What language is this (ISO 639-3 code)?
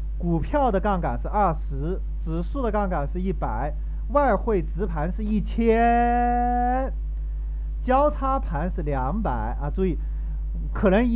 zho